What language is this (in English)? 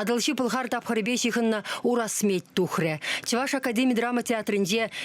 Chuvash